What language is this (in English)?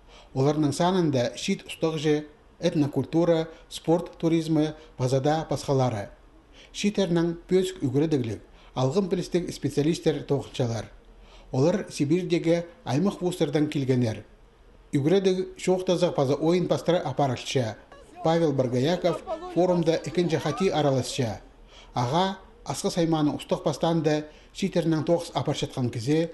Khakas